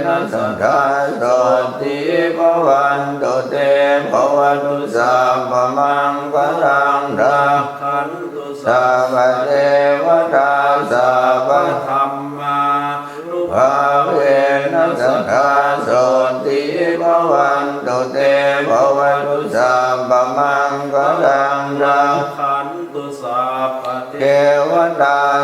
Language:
Pali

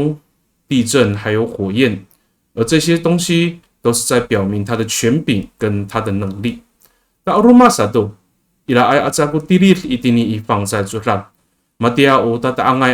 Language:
Amis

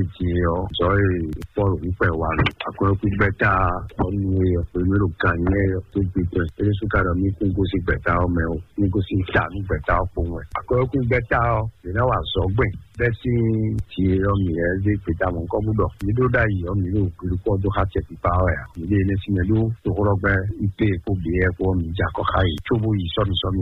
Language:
Fon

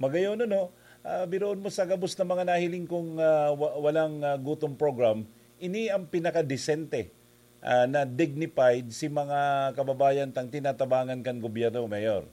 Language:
Bikol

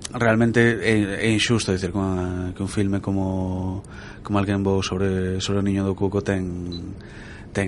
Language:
Galician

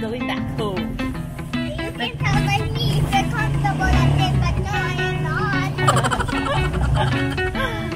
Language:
Filipino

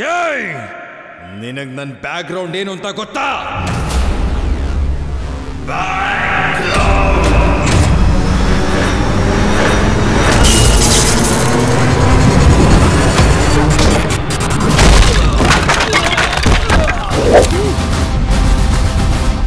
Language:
Kannada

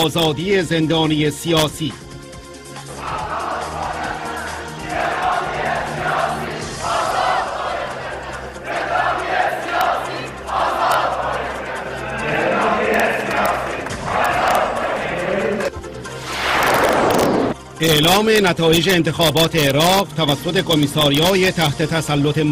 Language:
Persian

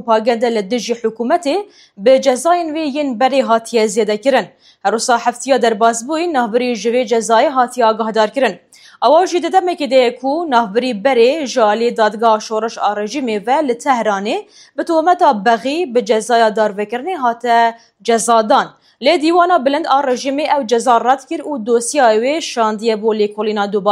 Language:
Kurdish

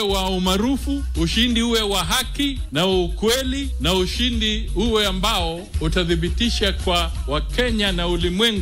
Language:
Swahili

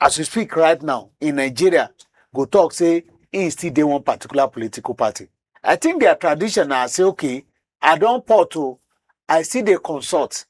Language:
Nigerian Pidgin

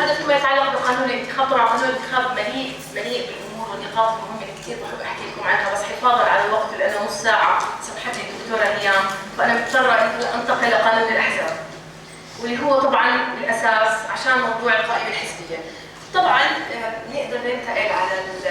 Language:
North Levantine Arabic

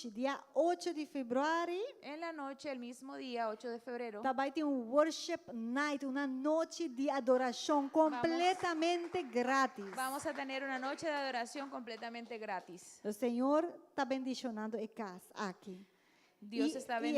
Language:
Papiamento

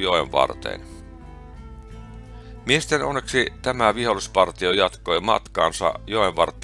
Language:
Finnish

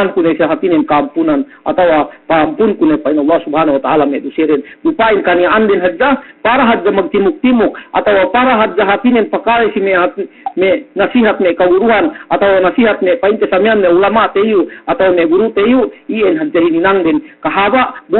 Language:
Yakan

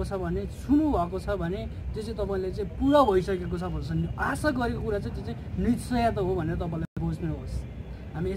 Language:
Nepali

